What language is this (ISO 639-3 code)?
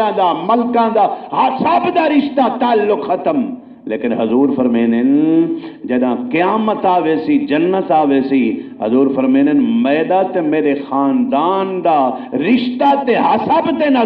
skr